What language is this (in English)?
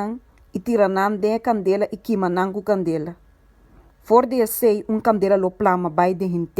Papiamento